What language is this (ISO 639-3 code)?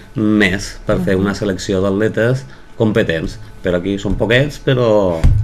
cat